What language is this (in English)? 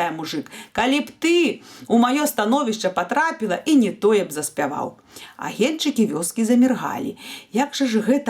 Belarusian